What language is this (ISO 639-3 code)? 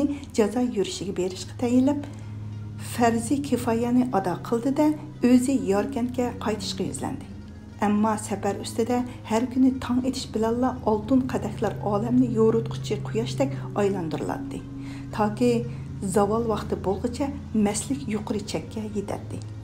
uig